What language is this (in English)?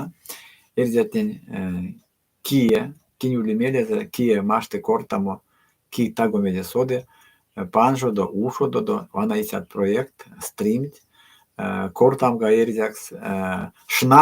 Erzya